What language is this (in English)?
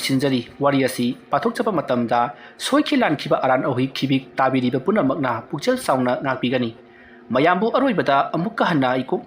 Manipuri